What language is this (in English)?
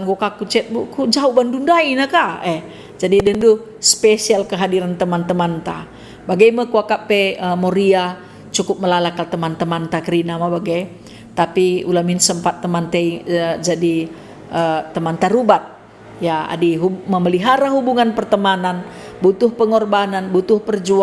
Batak Karo